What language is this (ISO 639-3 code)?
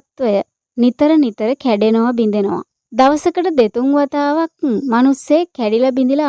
sin